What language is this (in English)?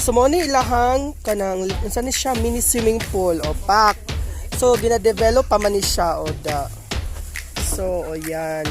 Cebuano